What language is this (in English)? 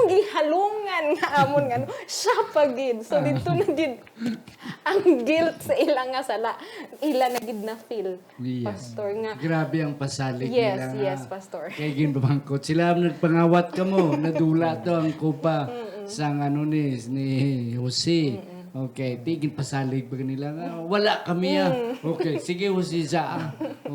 Hiligaynon